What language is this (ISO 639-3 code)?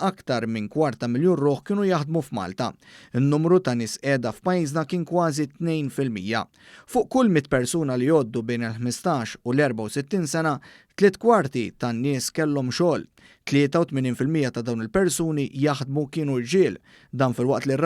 mlt